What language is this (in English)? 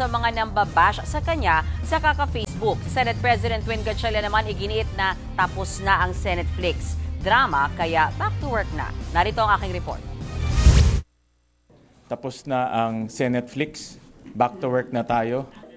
Filipino